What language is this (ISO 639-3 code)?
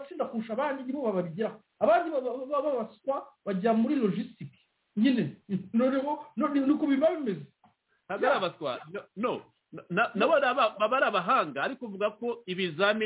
kin